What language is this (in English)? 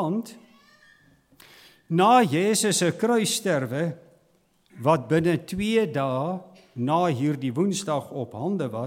Afrikaans